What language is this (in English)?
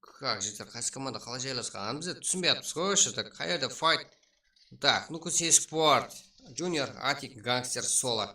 Kara-Kalpak